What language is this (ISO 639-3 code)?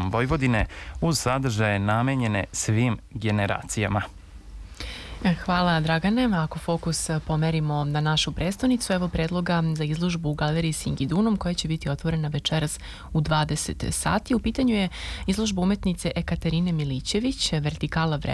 srp